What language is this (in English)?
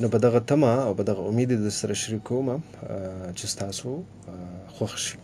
Pashto